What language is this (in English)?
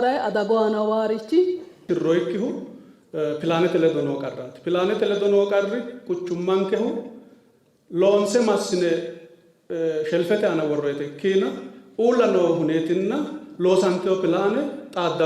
Sidamo